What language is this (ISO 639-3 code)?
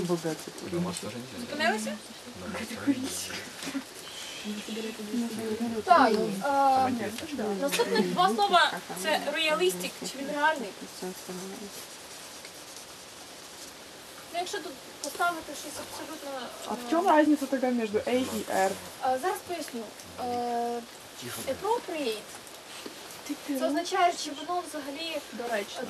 ukr